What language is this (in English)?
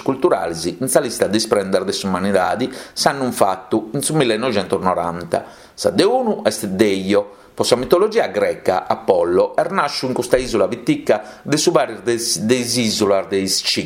Sardinian